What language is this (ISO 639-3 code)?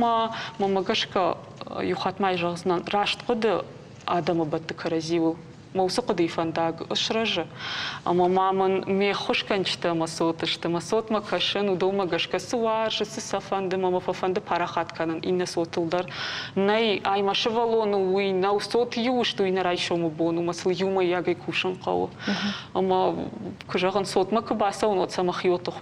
oss